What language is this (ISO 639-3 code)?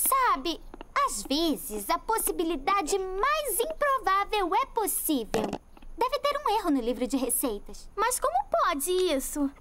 por